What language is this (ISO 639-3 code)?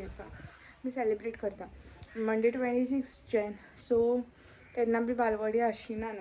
kok